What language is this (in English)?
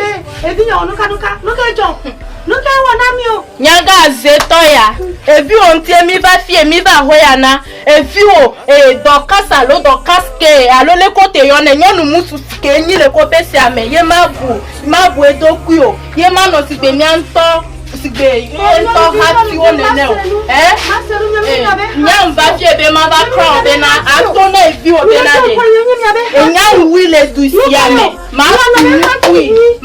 Ewe